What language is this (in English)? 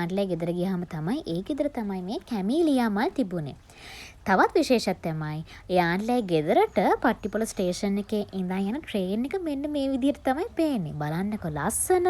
Sinhala